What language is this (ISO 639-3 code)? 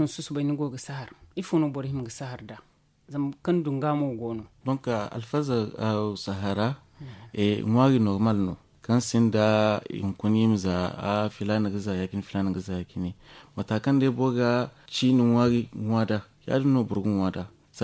dje